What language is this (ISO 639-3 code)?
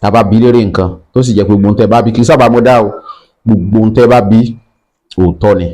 yor